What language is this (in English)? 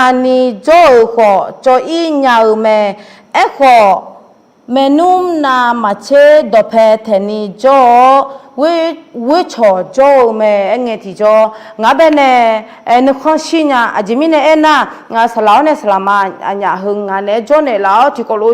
Akha